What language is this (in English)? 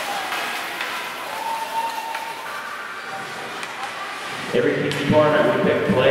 English